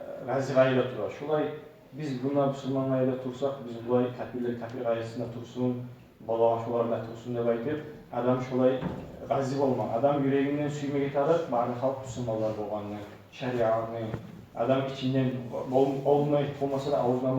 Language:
Kumyk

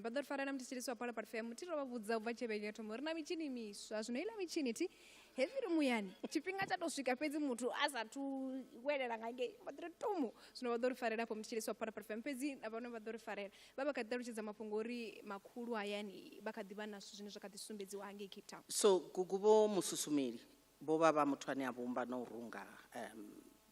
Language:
Venda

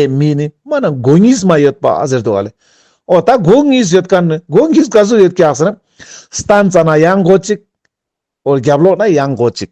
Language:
Ladakhi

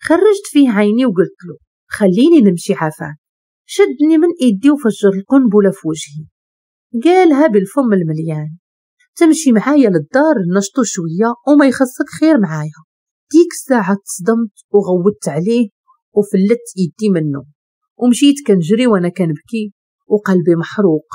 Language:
Moroccan Arabic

